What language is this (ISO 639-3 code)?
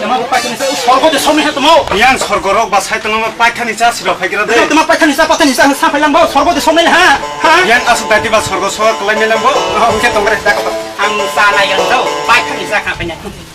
trp